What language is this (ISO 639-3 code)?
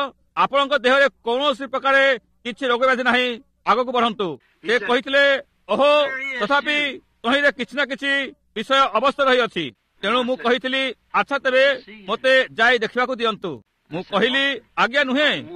ori